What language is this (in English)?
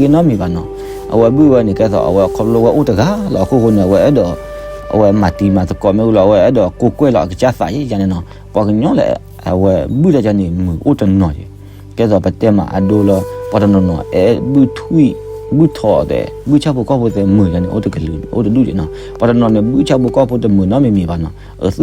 S'gaw Karen